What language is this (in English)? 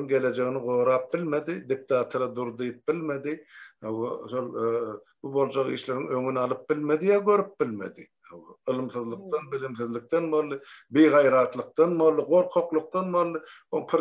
Turkmen